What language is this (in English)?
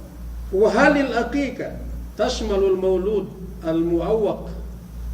Yakan